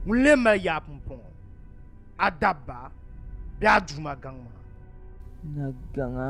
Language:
Dagbani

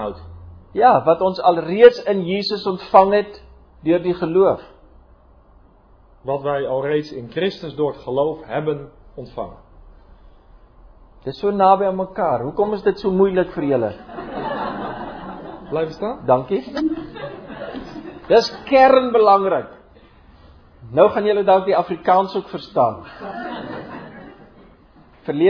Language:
Afrikaans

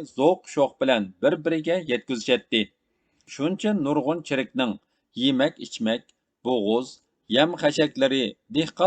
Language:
Uyghur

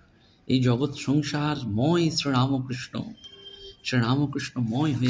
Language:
Bangla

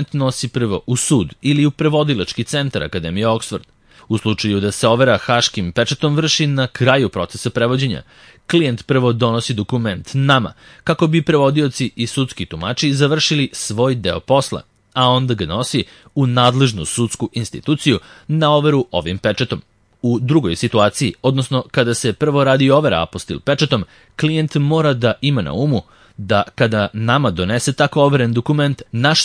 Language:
Serbian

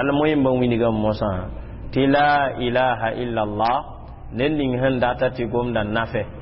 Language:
Mossi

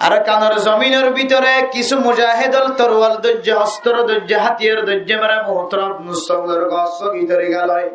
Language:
Rohingya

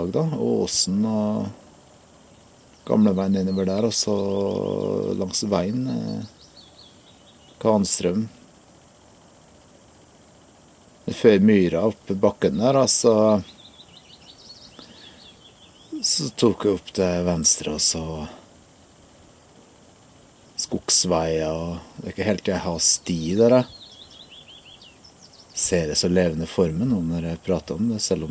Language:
Norwegian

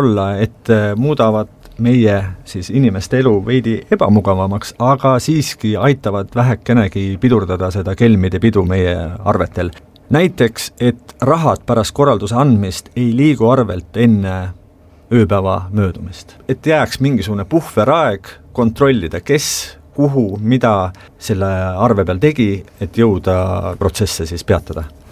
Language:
Estonian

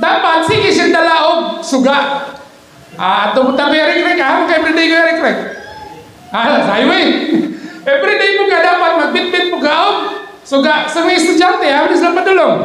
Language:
Cebuano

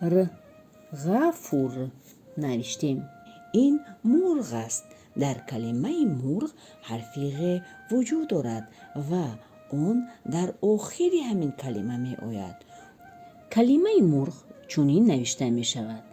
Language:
Tajik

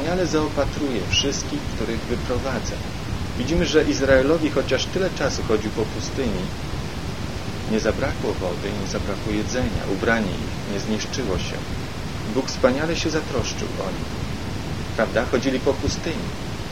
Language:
Polish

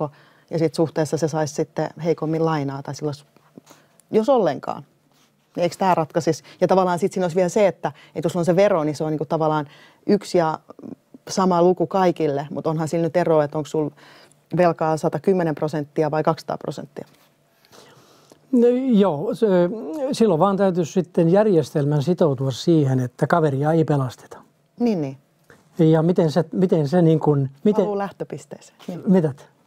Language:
Finnish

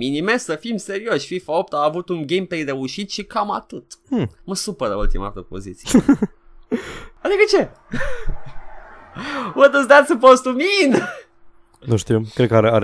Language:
Romanian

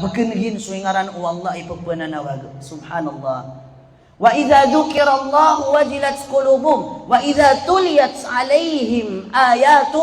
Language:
Maranao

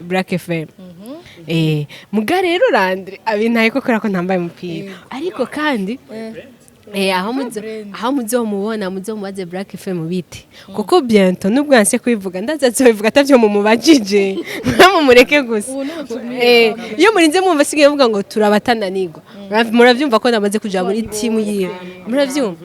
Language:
Rundi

